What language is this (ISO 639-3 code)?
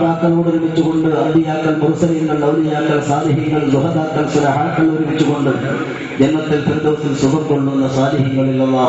mal